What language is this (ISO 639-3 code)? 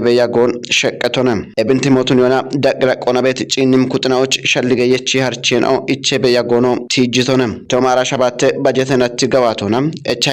kbr